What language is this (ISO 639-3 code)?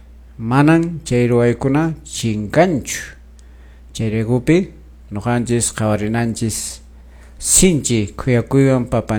que